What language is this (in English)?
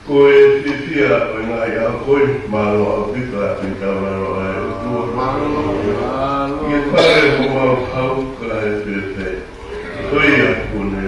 Tongan